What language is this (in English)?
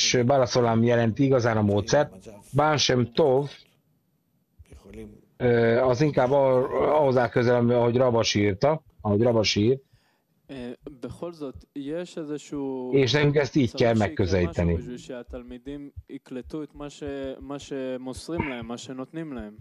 Hungarian